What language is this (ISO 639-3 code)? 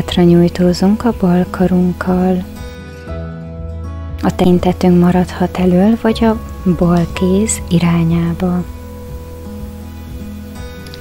hun